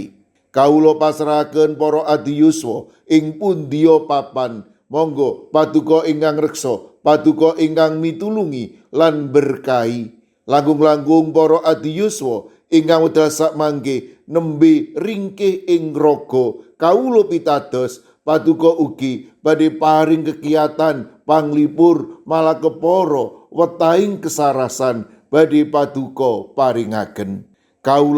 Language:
Javanese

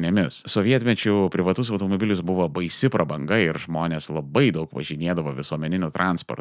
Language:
Lithuanian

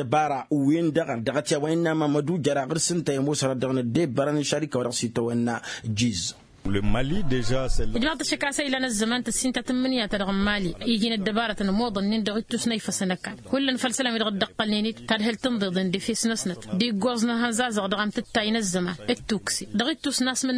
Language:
Tamasheq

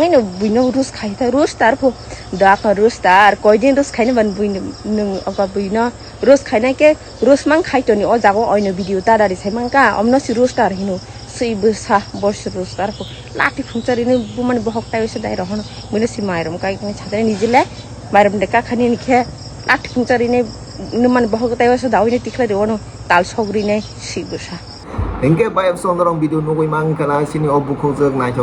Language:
Kok Borok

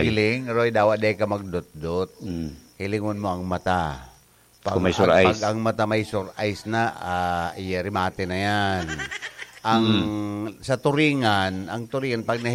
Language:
Bikol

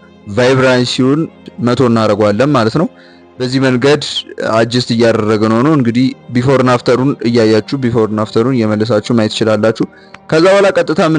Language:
Amharic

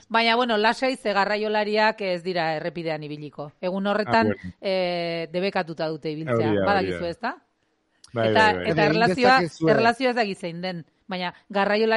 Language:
Basque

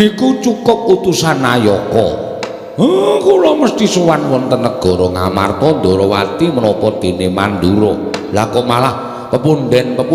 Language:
Javanese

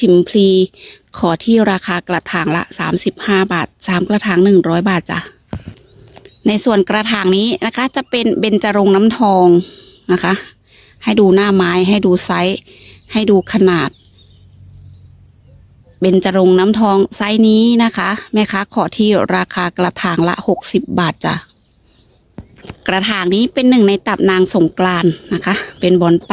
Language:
Thai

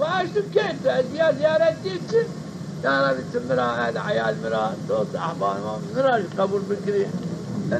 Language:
Zaza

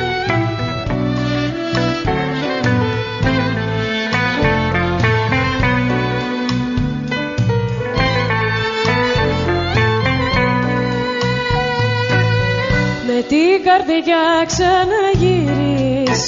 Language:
Greek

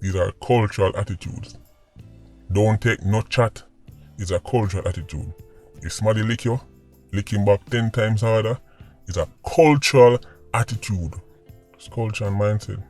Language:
Jamaican Creole English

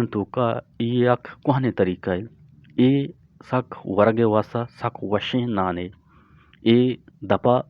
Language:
Eastern Balochi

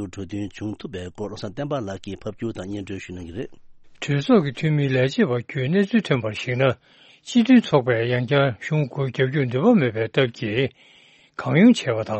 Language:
Tibetan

